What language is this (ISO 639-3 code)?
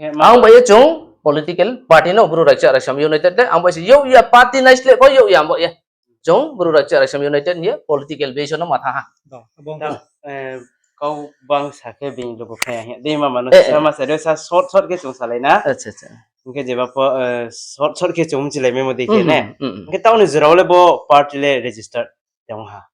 ria